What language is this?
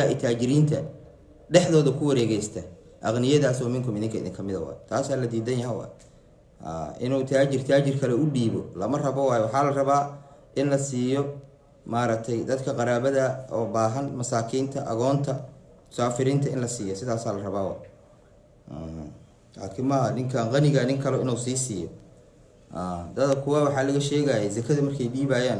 Somali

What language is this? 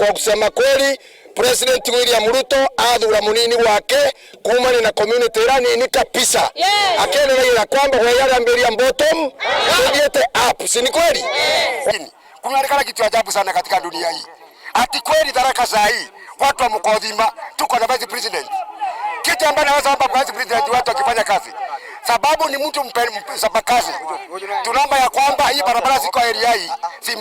Meru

